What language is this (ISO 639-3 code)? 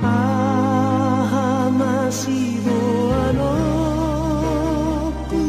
bbc